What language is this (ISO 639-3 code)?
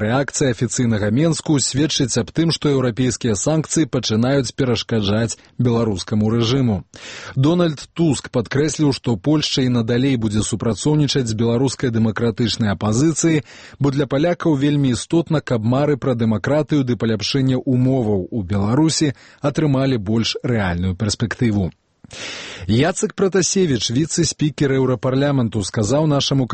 bel